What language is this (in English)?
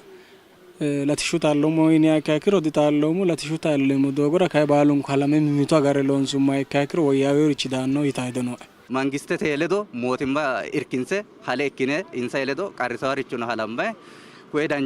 Sidamo